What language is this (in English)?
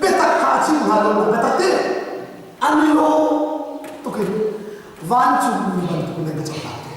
Hakha Chin